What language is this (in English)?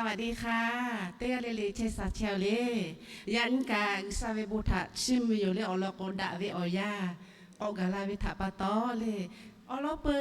Lahu